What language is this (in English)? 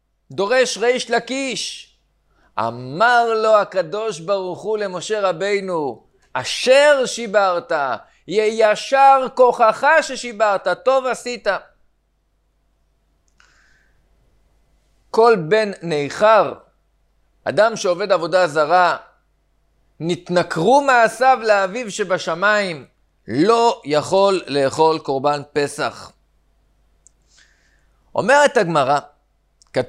Hebrew